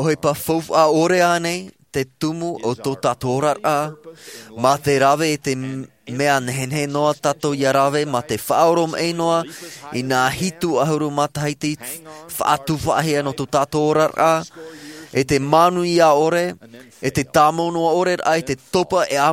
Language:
Tahitian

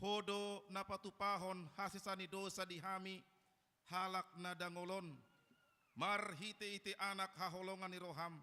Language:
Batak Toba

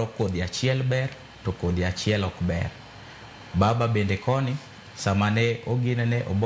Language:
Luo (Kenya and Tanzania)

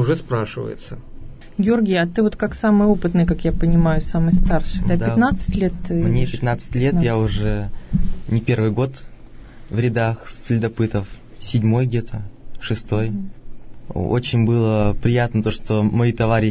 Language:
Russian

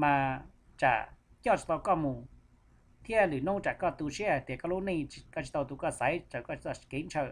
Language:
Hmong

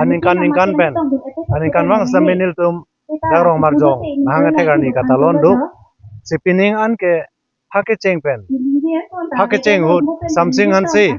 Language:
Karbi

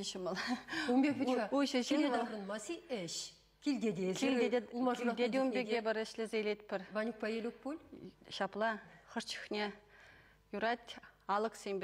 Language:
Chuvash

